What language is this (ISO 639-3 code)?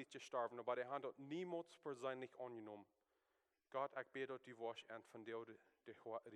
pdt